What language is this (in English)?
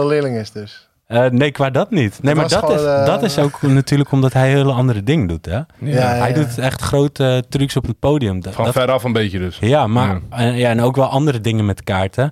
Dutch